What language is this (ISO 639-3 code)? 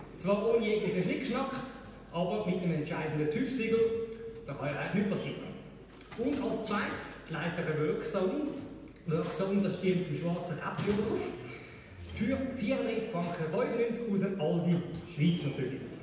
deu